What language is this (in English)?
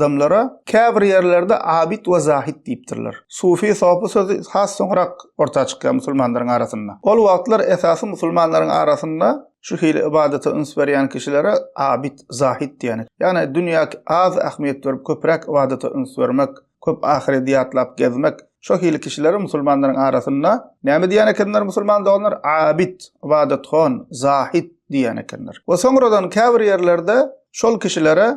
Turkmen